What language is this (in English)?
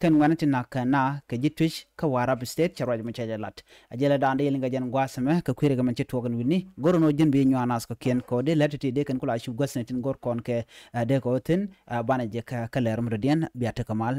Nuer